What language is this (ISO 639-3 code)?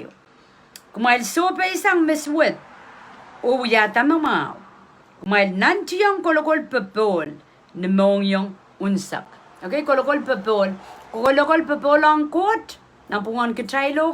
pon